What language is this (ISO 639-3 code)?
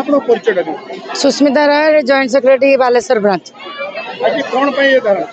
ori